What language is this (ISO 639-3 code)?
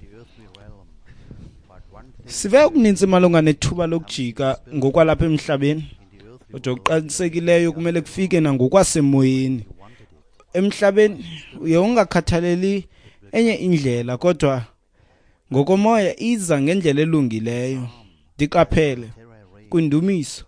xho